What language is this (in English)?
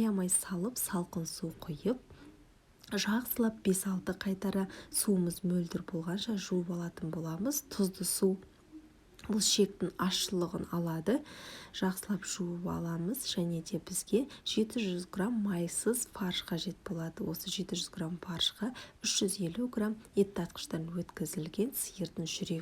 Kazakh